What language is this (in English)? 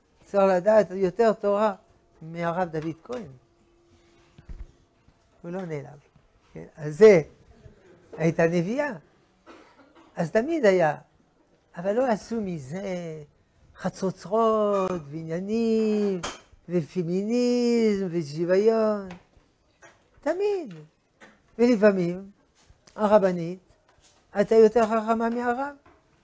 Hebrew